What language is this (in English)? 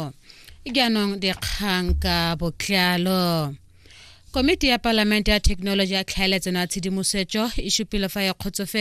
Tswana